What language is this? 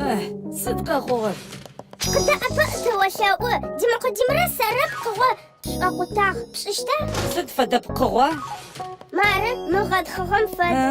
Adyghe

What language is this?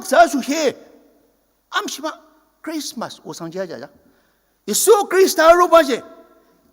Ao Naga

